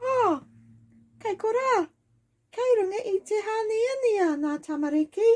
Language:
Māori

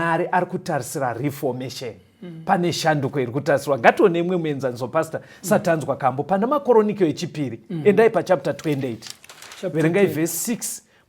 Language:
Shona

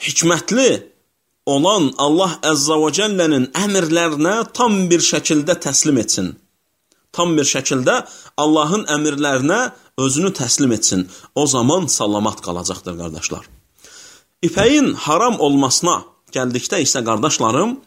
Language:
Azerbaijani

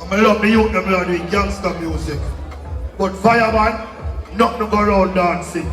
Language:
Jamaican Creole English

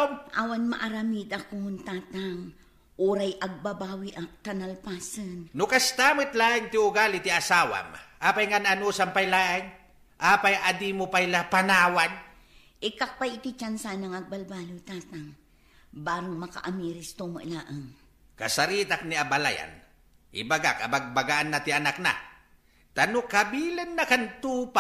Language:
Iloko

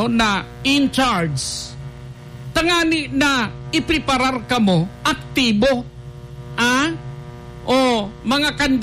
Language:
Bikol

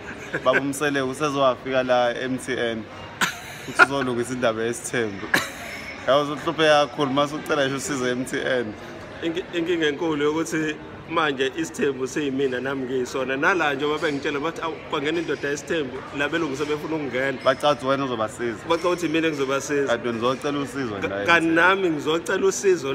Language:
Zulu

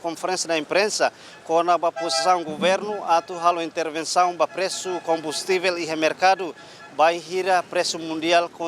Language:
Tetum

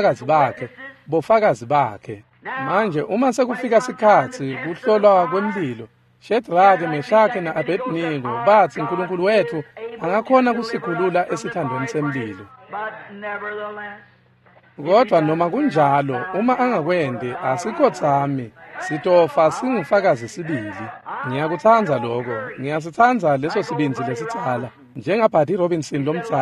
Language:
Swati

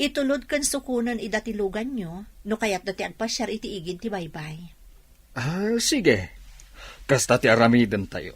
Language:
Iloko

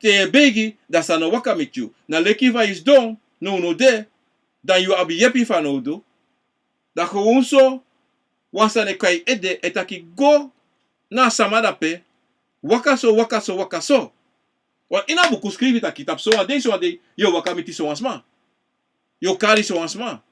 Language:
Sranan Tongo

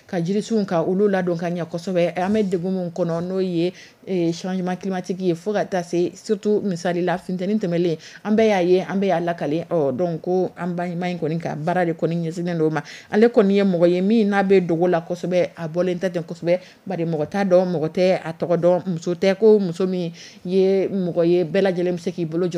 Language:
Dyula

